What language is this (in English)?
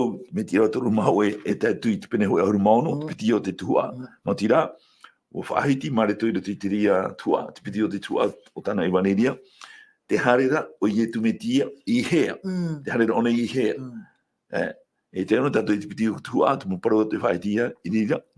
Tahitian